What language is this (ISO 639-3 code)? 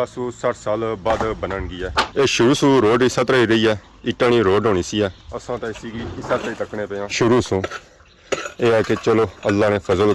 phr